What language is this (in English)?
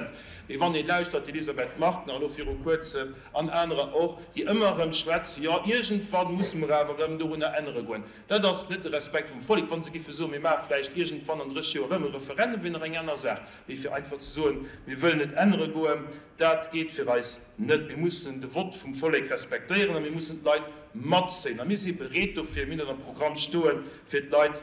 Luxembourgish